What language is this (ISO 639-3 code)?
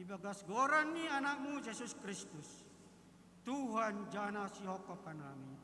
bts